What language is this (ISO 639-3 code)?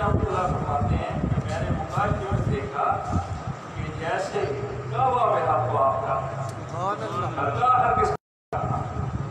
urd